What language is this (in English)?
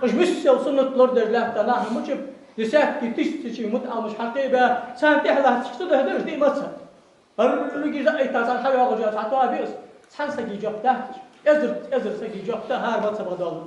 Ingush